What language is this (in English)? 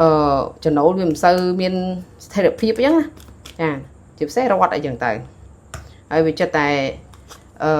Khmer